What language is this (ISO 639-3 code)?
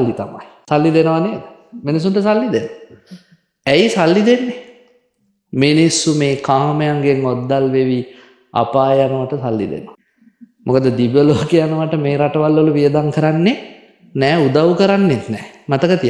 sin